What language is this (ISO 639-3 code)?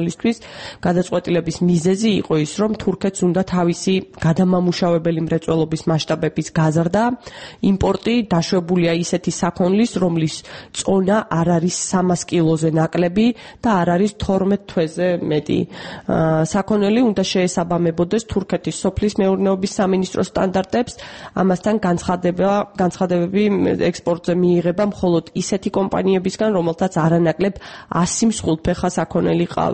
kat